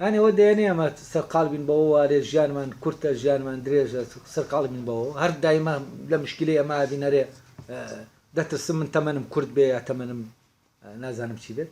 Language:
Central Kurdish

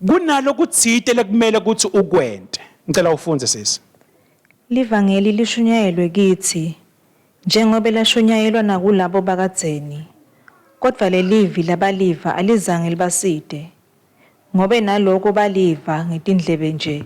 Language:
Swati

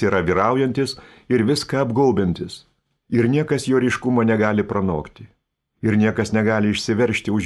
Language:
Lithuanian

